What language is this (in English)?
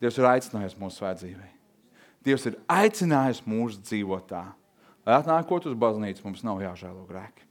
Latvian